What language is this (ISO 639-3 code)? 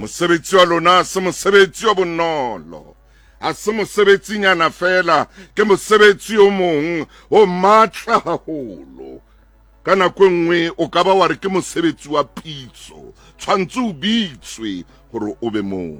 sot